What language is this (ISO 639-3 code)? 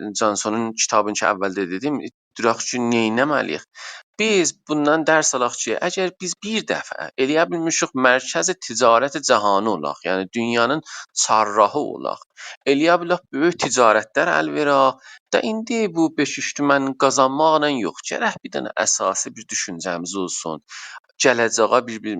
azb